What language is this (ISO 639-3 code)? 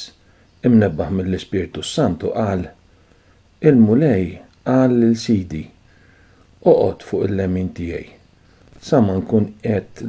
mlt